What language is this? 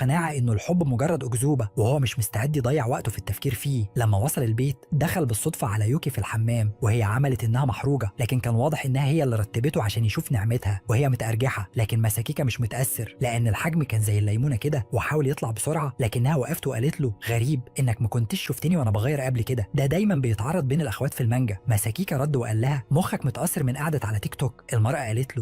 Egyptian Arabic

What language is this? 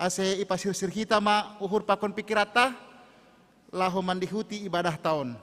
Batak Simalungun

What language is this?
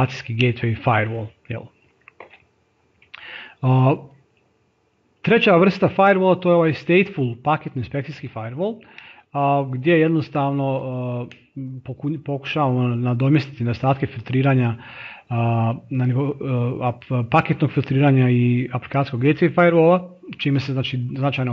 Croatian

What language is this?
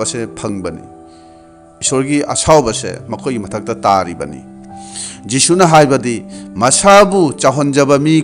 Manipuri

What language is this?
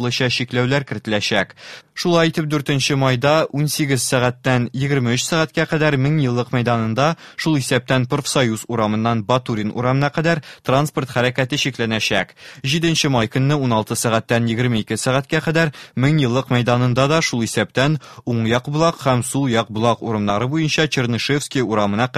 Tatar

